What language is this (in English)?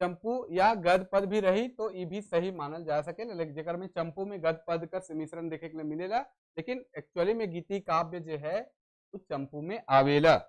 Sadri